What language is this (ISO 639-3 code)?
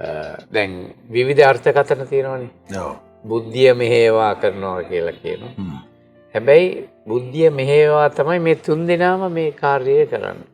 sin